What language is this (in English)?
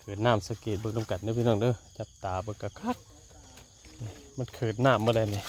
Northeastern Thai